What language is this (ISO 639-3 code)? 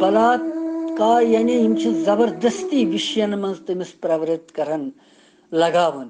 kas